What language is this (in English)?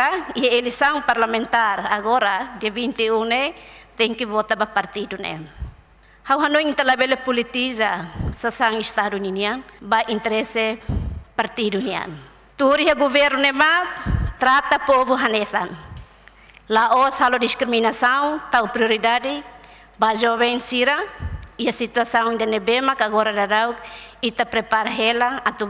Tetum